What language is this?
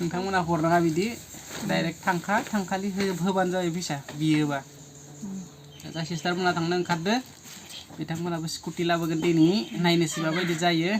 Bodo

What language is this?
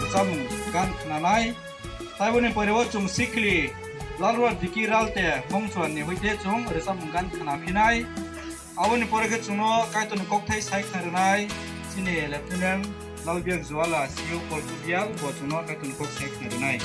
Kok Borok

